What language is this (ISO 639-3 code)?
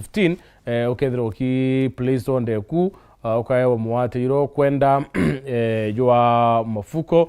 mer